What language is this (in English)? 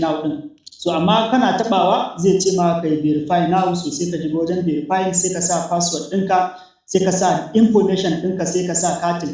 Hausa